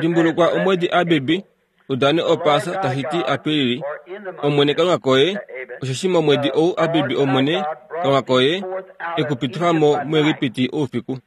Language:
Kuanyama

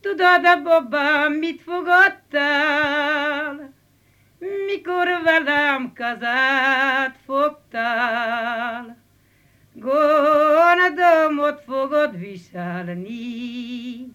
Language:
Hungarian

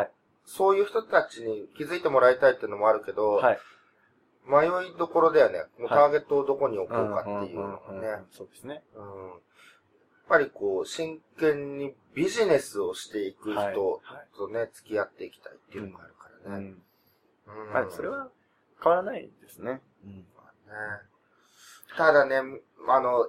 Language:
Japanese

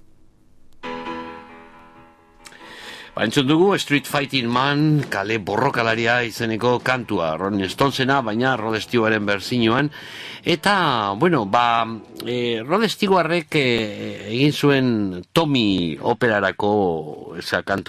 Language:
Basque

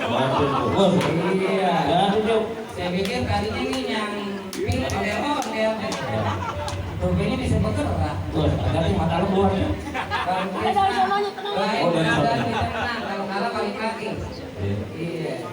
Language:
Betawi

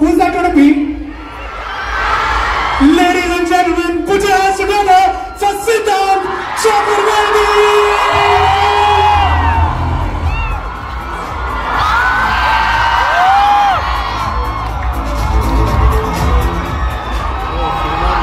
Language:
Kannada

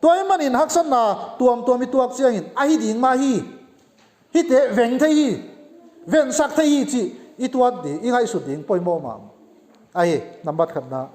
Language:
Tedim Chin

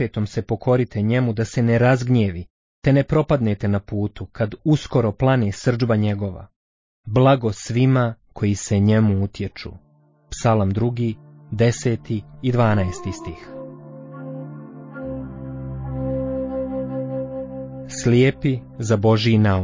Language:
Bosnian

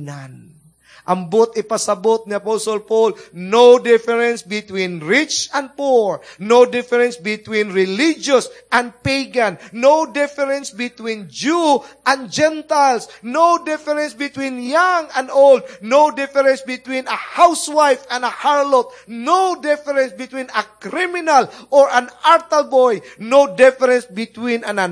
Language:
Cebuano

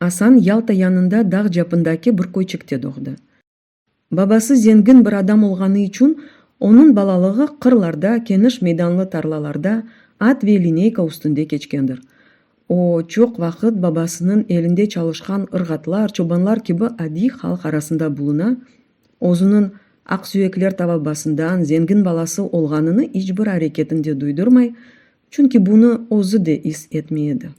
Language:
Crimean Tatar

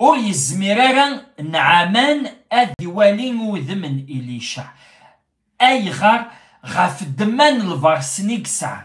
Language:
Kabyle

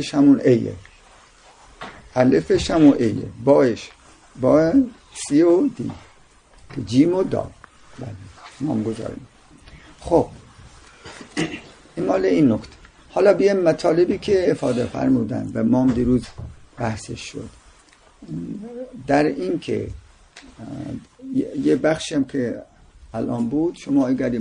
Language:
Persian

